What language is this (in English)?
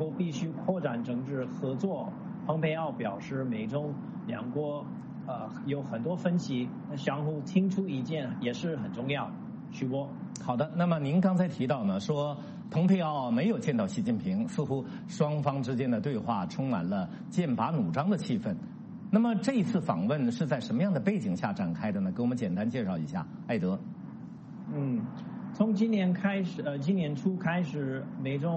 Chinese